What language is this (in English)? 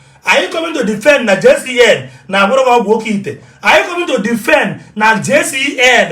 Igbo